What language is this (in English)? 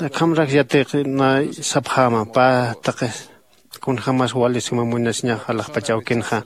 Aymara